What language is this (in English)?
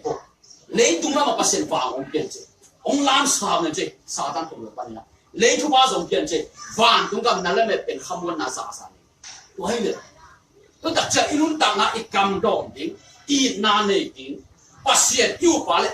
Tedim Chin